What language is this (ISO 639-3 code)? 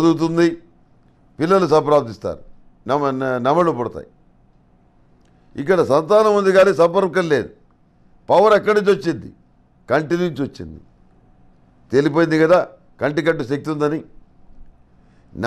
tel